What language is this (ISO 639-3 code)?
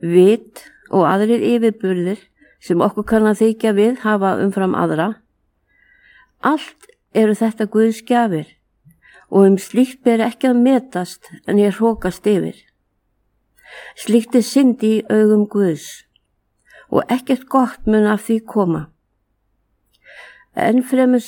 isl